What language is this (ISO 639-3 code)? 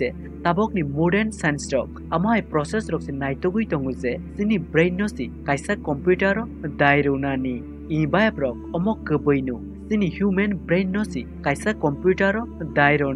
trp